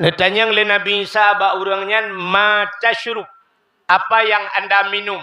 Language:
Achinese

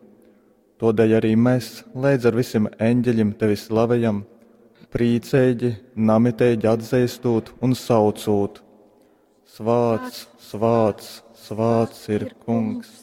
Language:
Latgalian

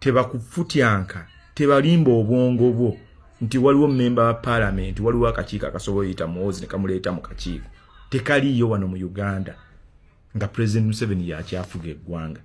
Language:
Ganda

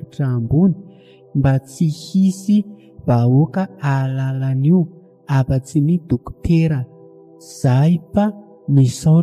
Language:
Malagasy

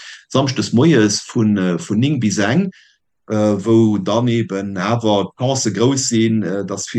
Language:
Luxembourgish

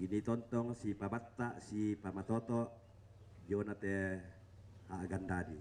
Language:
Toraja-Sa'dan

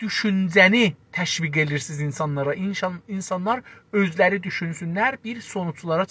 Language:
South Azerbaijani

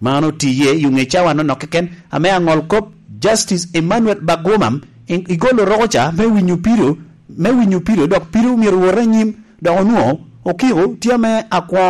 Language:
Lango (Uganda)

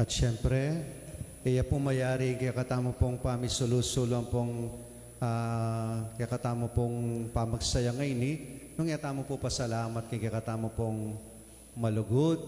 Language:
Pampanga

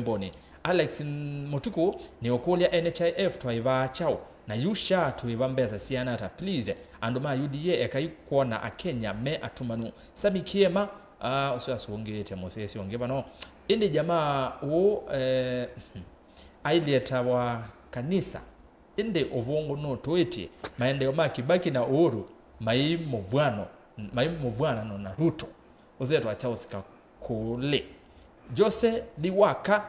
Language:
Kamba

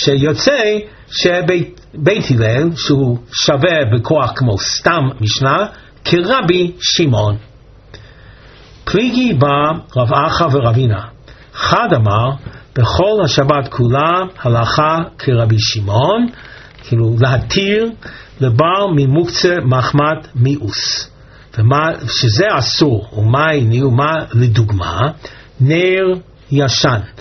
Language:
Hebrew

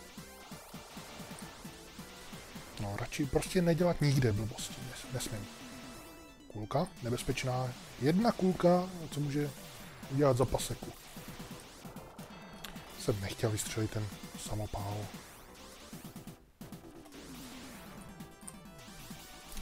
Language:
Czech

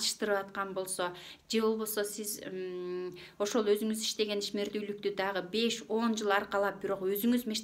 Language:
Kyrgyz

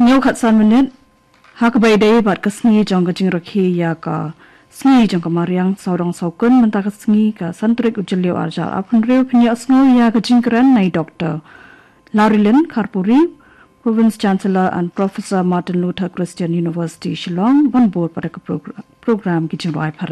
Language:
Khasi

